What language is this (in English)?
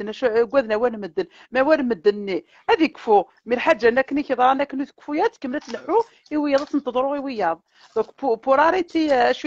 Kabyle